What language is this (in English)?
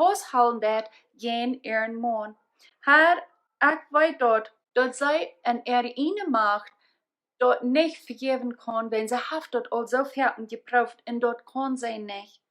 Plautdietsch